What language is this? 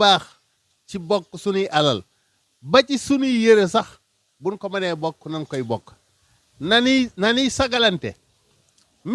Wolof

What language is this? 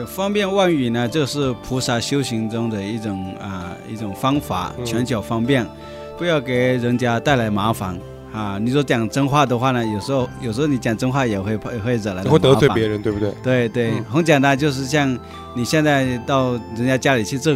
Chinese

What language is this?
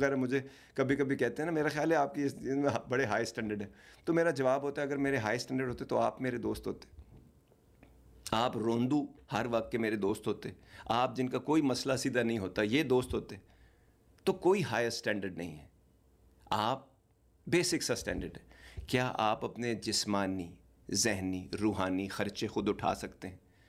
Urdu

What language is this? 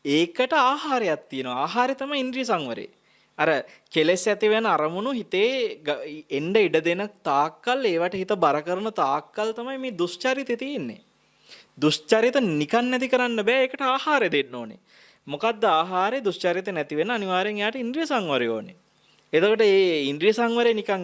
Sinhala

